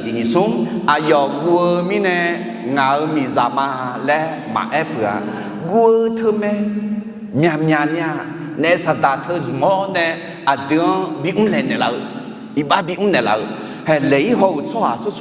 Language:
Akha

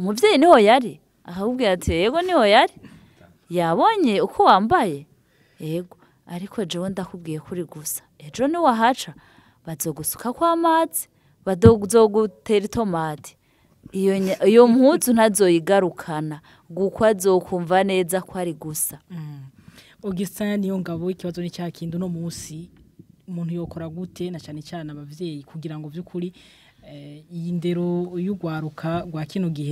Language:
Rundi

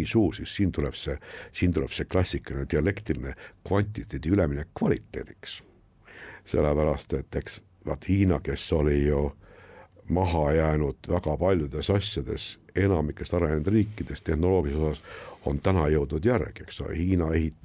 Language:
Estonian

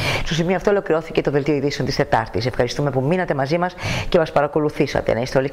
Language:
Greek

